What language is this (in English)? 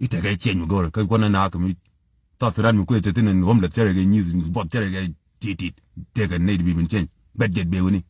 Nuer